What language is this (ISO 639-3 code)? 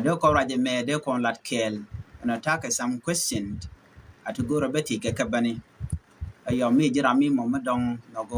nus